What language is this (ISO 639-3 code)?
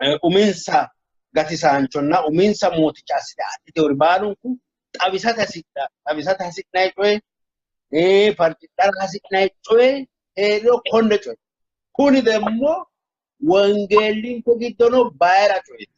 sid